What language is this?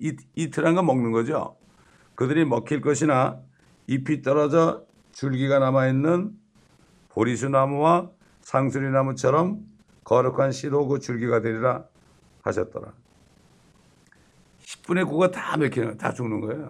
Korean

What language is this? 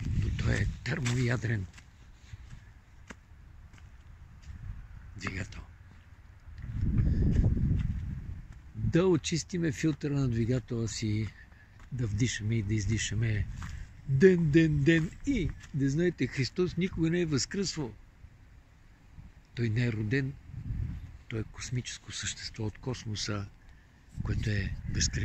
Bulgarian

